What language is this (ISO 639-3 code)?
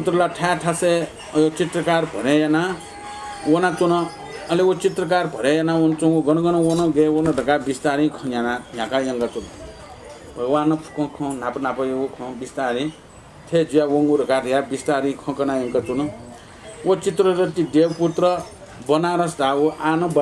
new